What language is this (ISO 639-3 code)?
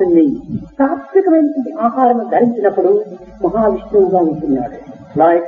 tel